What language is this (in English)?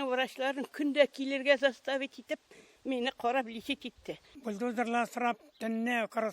Tatar